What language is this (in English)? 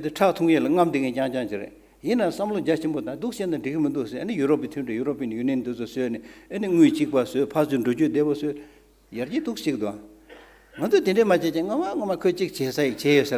Tibetan